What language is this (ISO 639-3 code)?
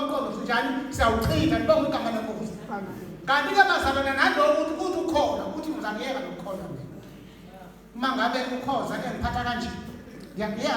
zul